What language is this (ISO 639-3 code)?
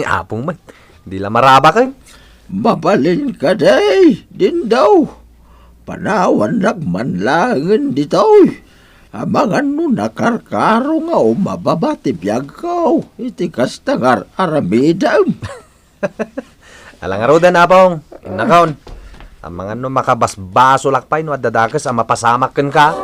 ilo